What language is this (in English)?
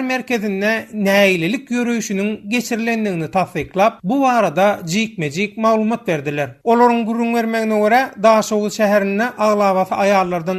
Turkmen